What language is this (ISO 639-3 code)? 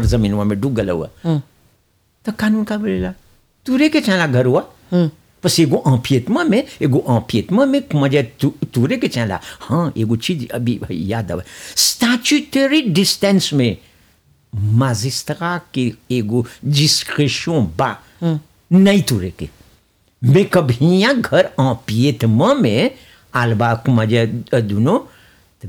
bho